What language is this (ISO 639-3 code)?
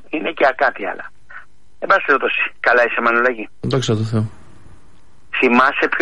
ell